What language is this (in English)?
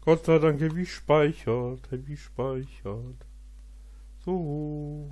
Low German